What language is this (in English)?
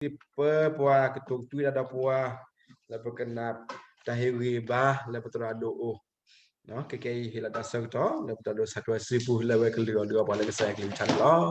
S'gaw Karen